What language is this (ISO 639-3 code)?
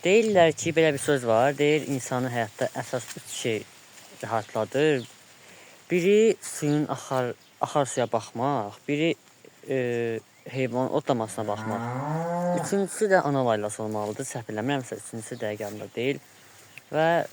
aze